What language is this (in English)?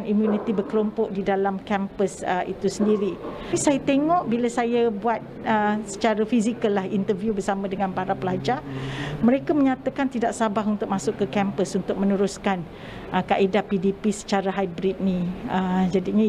Malay